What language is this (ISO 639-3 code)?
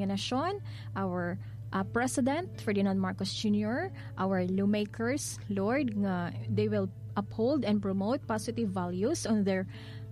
hil